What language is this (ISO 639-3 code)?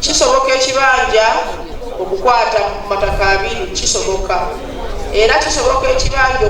lug